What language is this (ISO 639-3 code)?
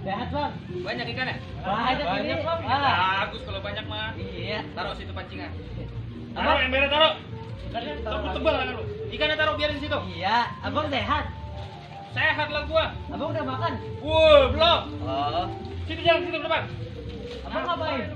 bew